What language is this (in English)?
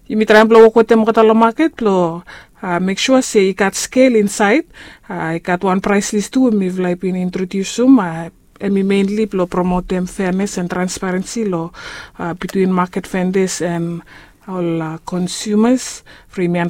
Bislama